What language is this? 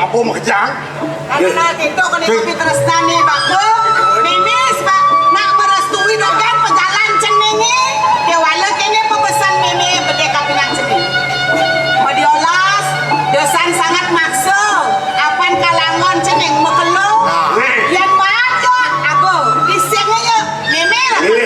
Balinese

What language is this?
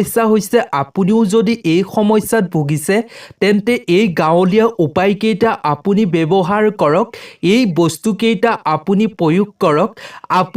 Assamese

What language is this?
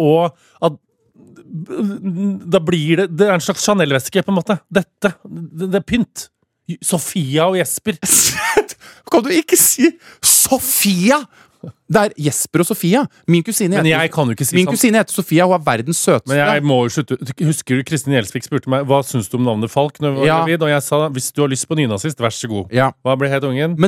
Norwegian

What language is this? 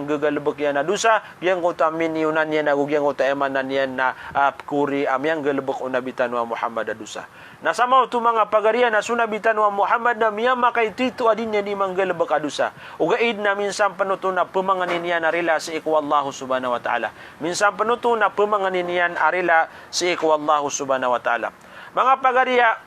Maranao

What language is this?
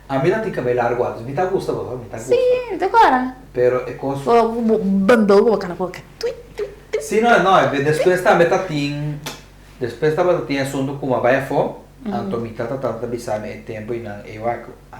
Papiamento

